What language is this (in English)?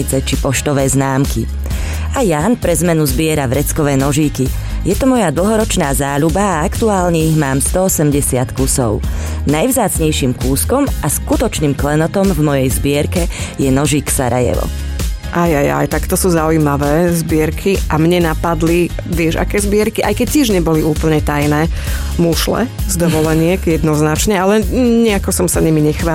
Slovak